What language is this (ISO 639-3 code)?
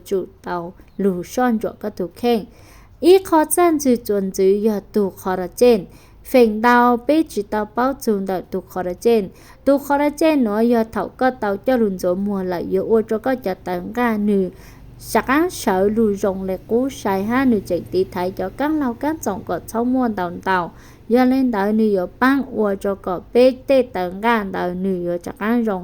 hmn